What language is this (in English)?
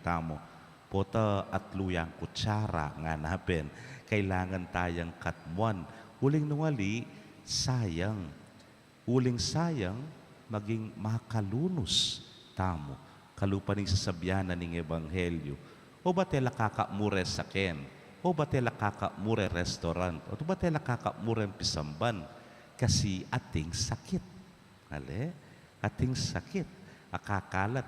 Pampanga